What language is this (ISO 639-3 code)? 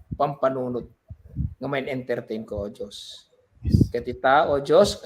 ilo